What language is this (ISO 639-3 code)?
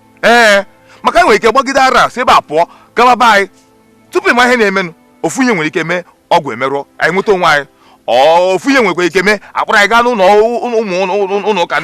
ibo